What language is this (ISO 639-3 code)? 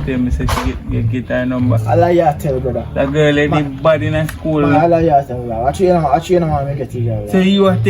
jam